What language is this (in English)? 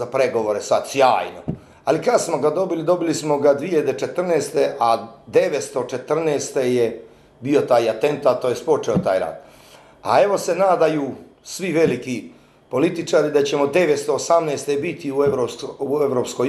Bosnian